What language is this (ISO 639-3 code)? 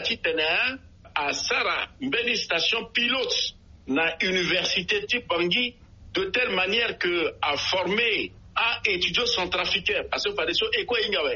sag